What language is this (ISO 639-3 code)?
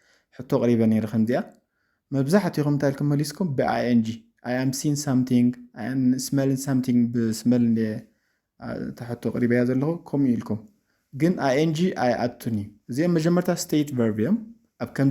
tir